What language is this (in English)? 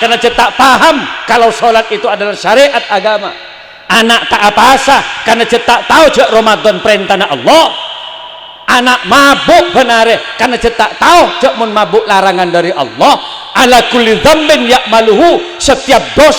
Madurese